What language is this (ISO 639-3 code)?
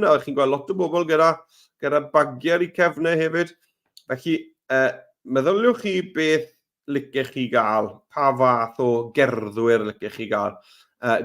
cym